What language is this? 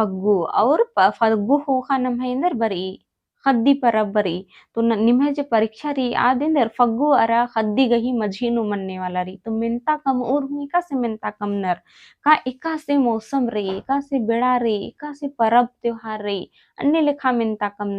Kurukh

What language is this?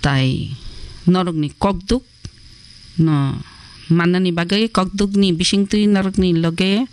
Kok Borok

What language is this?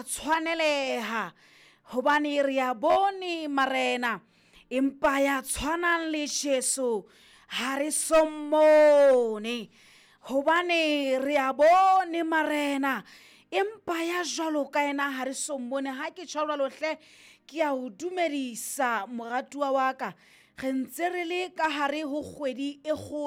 Southern Sotho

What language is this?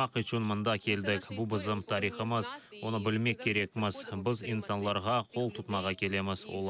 Crimean Tatar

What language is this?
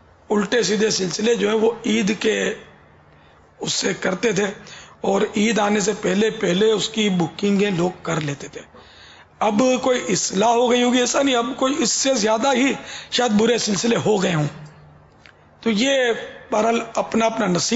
Urdu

